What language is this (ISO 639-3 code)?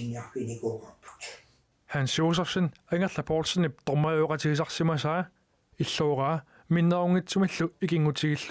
kal